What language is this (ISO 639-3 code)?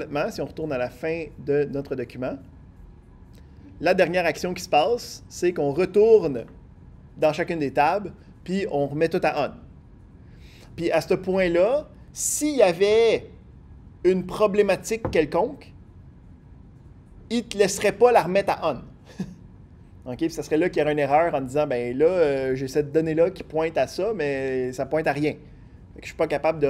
fra